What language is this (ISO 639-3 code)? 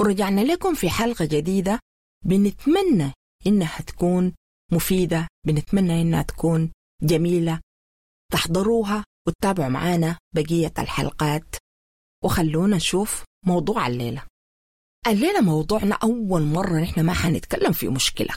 apd